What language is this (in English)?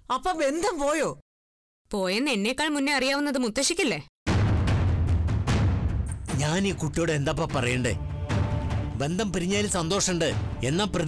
Malayalam